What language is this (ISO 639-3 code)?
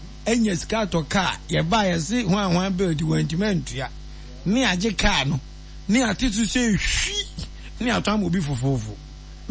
aka